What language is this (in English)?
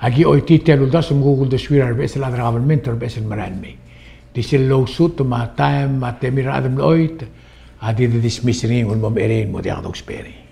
Palauan